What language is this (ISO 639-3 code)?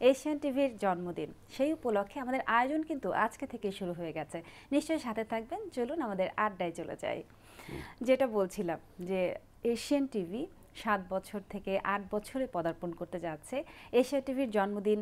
ben